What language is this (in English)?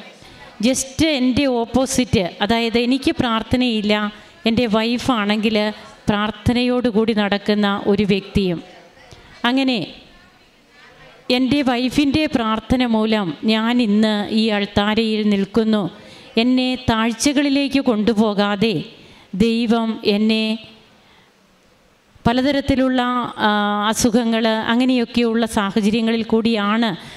Malayalam